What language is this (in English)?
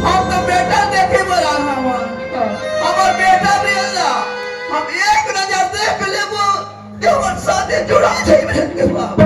Chhattisgarhi